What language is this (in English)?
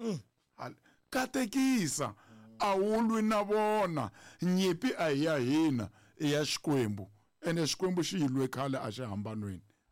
Tsonga